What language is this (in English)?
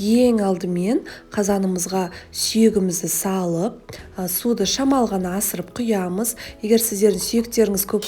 Kazakh